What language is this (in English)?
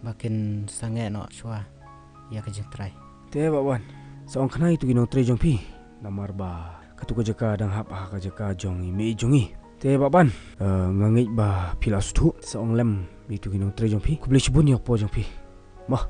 Khasi